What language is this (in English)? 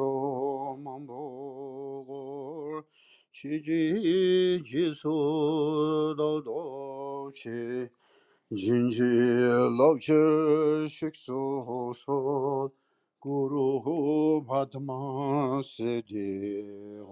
Mongolian